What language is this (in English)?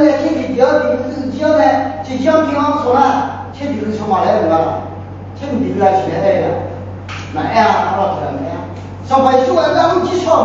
Akha